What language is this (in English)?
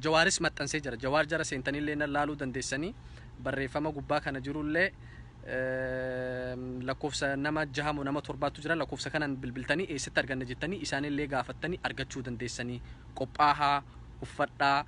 Oromo